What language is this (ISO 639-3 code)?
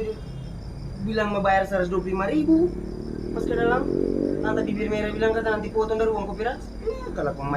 abs